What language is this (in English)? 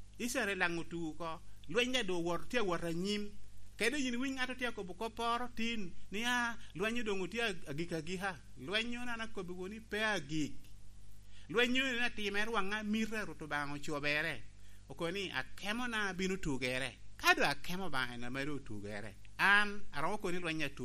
Lango (Uganda)